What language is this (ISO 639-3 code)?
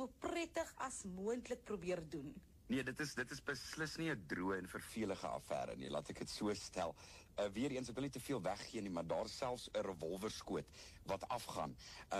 afr